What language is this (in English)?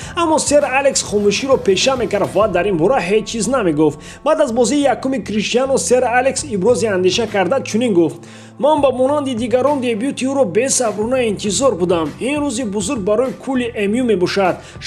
Tajik